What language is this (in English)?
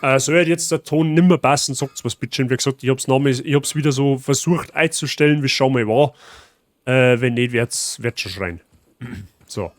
Bavarian